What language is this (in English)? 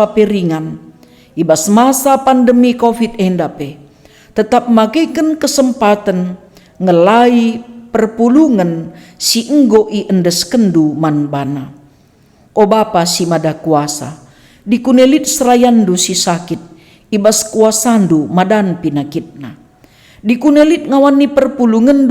Batak Karo